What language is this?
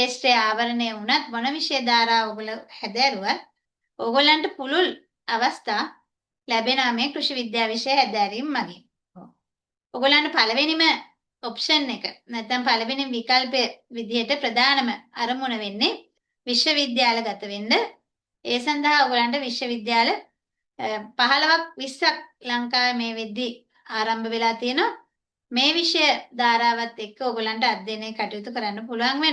Sinhala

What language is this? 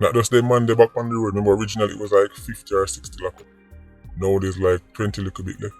Jamaican Creole English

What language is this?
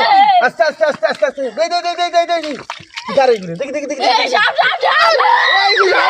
Sylheti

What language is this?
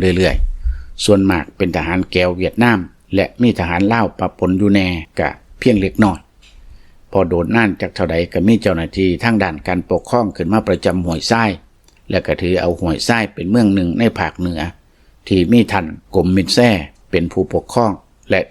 Lao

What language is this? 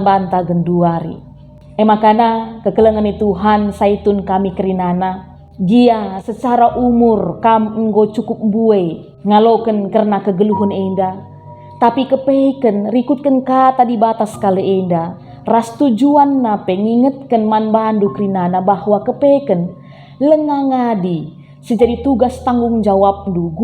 Batak Karo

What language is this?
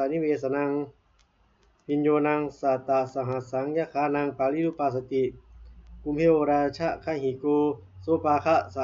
Pali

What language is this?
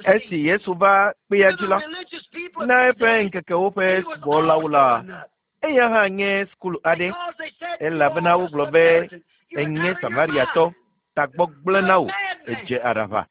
Ewe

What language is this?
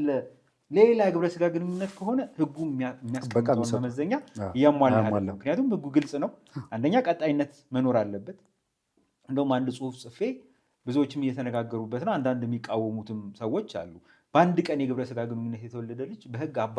Amharic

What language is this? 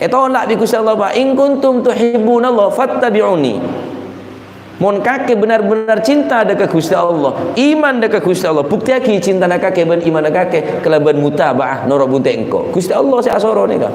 Madurese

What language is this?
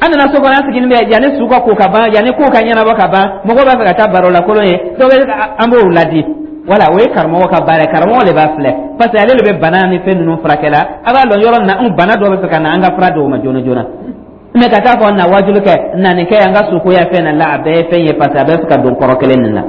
Dyula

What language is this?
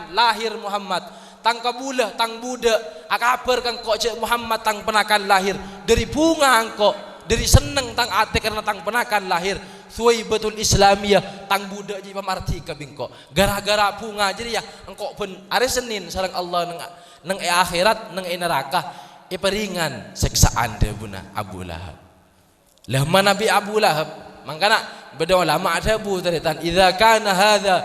Madurese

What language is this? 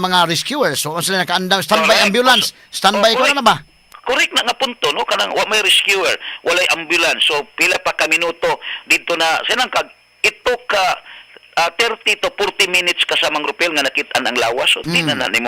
Cebuano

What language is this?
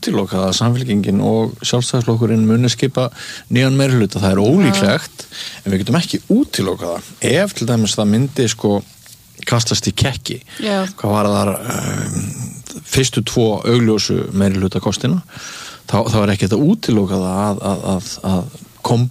Icelandic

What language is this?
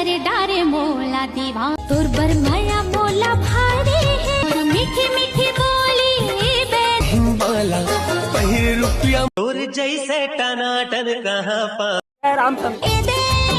Chhattisgarhi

